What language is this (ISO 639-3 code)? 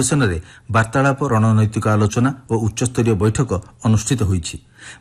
ori